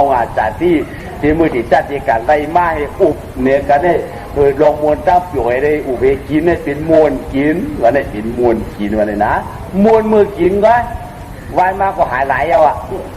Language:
Shan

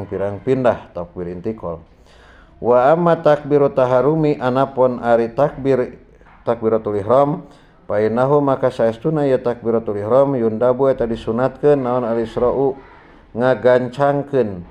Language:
Sundanese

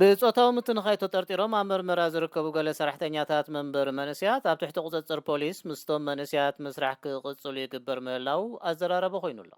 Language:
Tigrinya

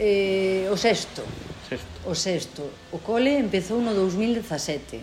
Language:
Galician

